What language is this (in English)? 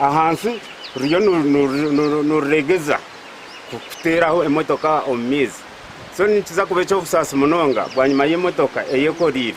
Nyankole